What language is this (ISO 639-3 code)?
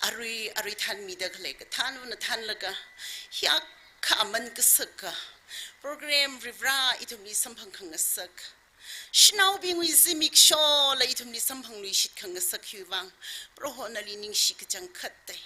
nmf